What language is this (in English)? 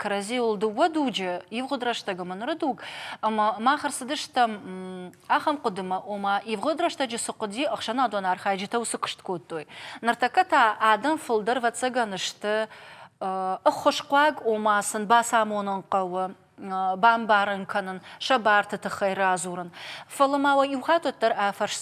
Ossetic